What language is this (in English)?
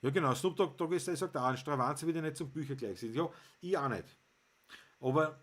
Bavarian